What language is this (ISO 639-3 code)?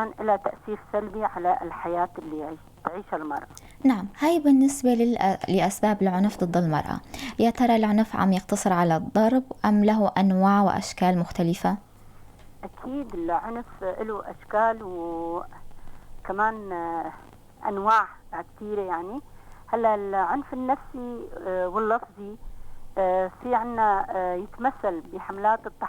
apc